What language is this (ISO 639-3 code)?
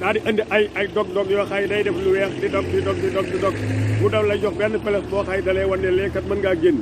wol